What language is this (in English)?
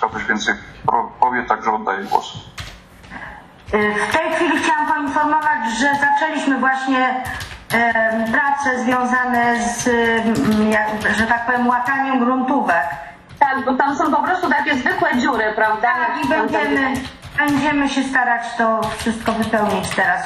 Polish